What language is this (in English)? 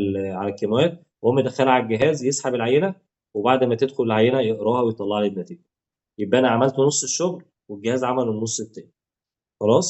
Egyptian Arabic